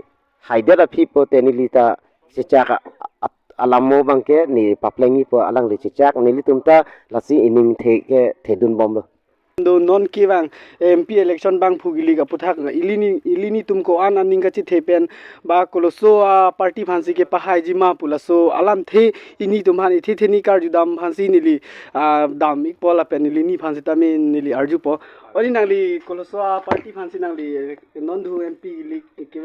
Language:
Karbi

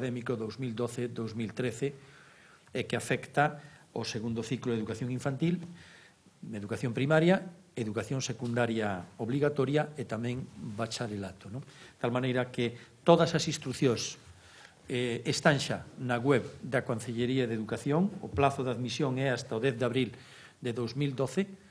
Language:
Galician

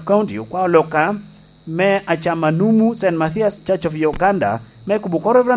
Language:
Lango (Uganda)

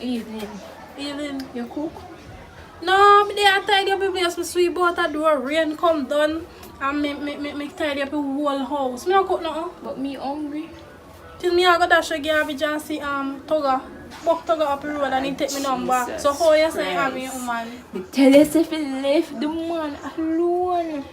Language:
Jamaican Creole English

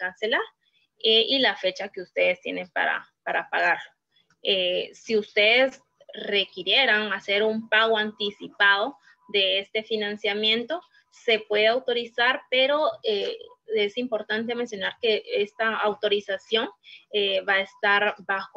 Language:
Spanish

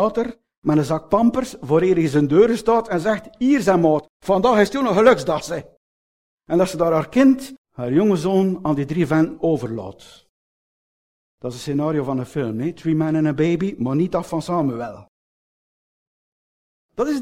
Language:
Dutch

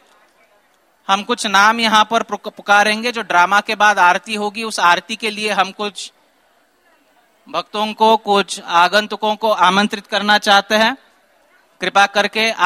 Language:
Hindi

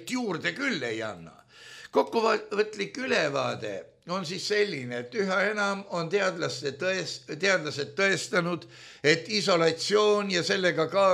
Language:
Estonian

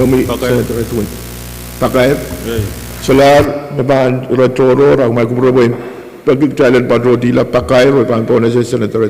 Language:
Pohnpeian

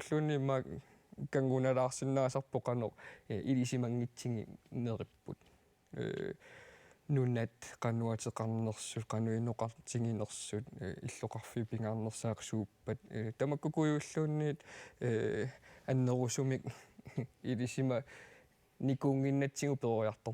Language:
Kalaallisut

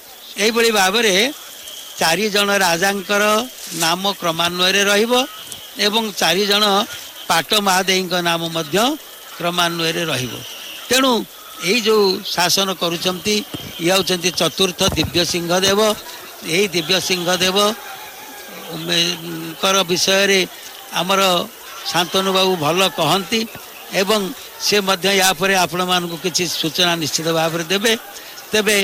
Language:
Odia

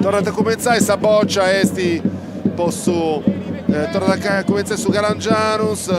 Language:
Sardinian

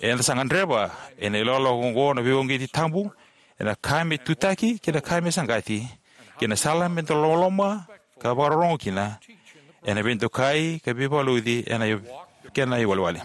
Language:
Fijian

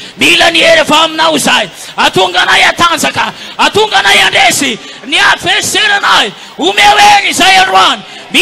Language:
Malagasy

